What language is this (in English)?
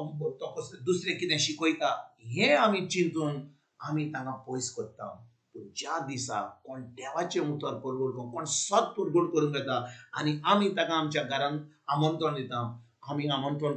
Konkani